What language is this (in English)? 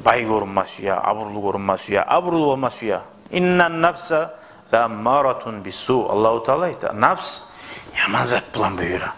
Kumyk